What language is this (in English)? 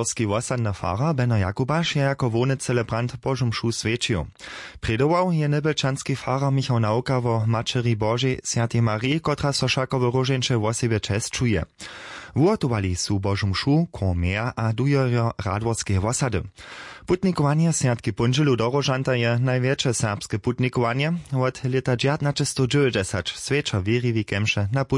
Upper Sorbian